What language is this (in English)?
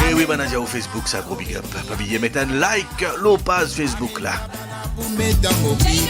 Morisyen